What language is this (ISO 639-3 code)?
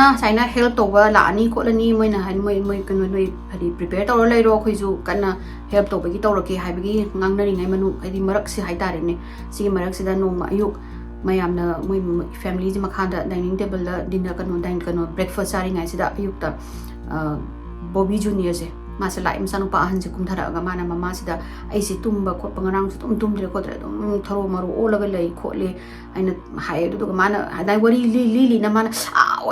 mni